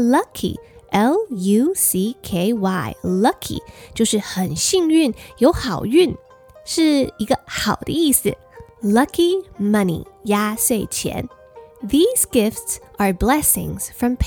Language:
Chinese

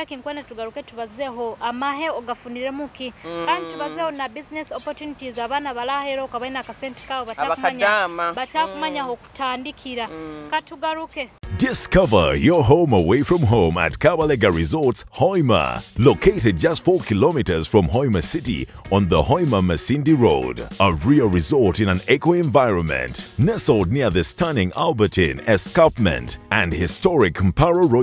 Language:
Nyoro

